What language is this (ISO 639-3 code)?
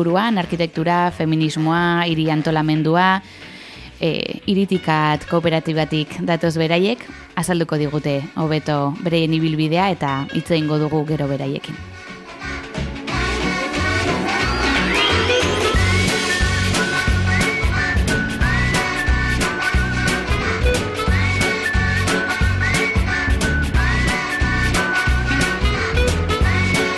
eus